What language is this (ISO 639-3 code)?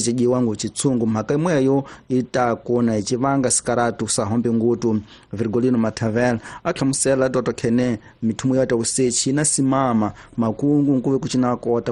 tso